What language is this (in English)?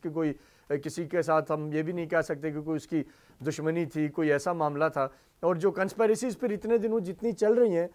Urdu